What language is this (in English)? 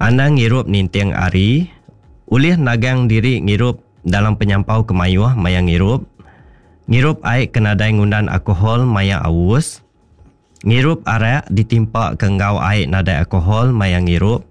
Iban